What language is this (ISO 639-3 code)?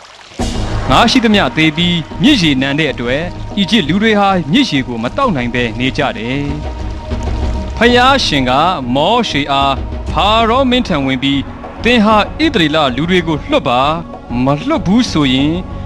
mya